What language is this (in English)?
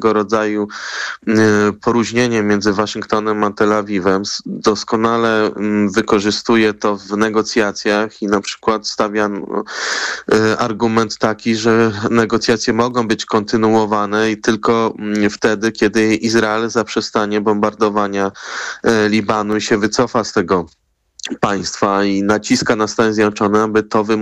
Polish